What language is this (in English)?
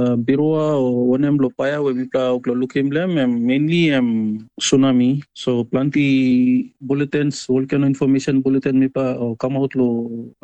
Tok Pisin